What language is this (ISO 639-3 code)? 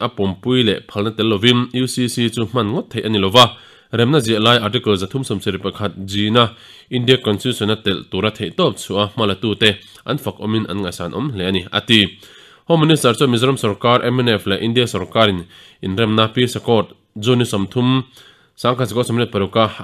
lus